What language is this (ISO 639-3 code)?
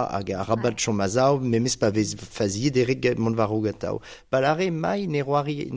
bre